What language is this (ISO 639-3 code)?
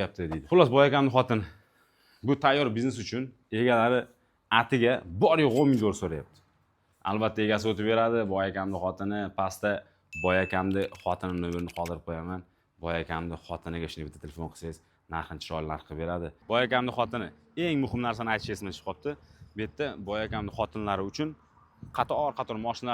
uzb